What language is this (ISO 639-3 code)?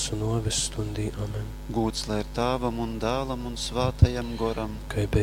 ltg